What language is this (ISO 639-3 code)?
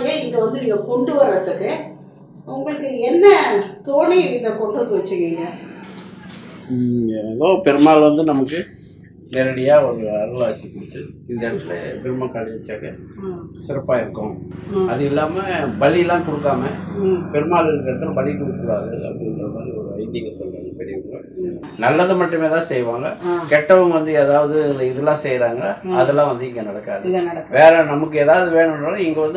tam